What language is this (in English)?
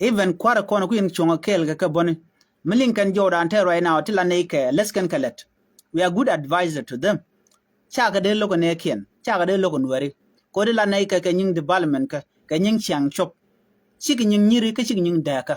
Nuer